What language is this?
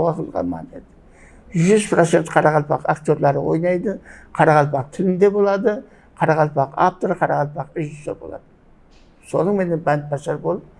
Kara-Kalpak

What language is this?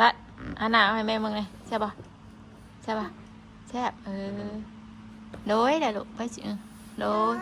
Northeastern Thai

